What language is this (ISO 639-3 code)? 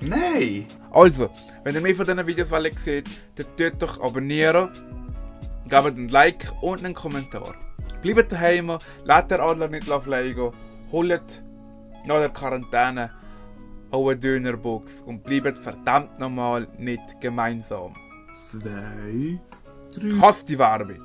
gsw